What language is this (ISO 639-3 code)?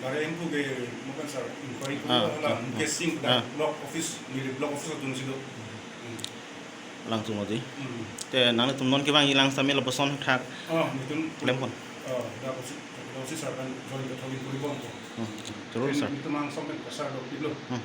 mjw